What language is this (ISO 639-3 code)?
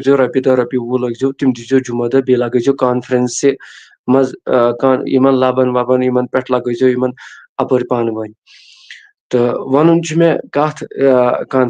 kas